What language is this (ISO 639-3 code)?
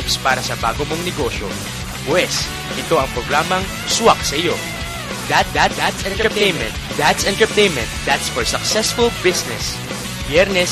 fil